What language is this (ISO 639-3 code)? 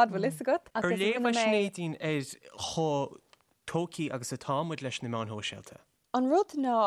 gle